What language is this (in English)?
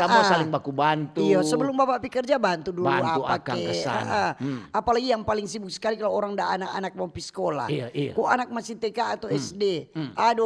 Manado Malay